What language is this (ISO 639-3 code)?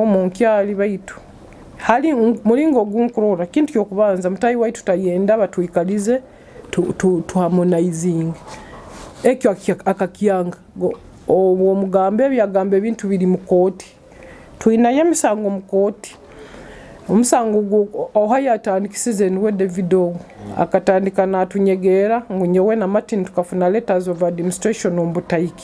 nyo